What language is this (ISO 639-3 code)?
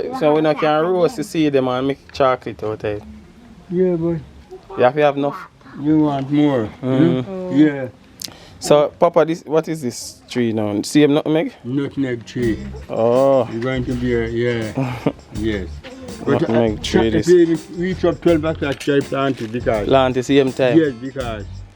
jam